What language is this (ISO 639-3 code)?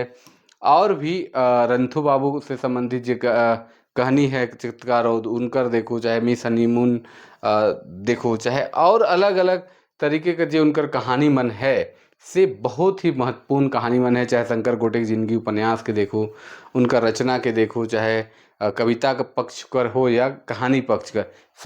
sck